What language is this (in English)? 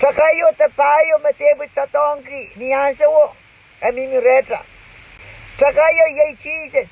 Pohnpeian